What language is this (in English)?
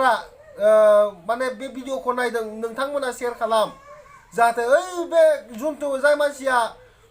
Bodo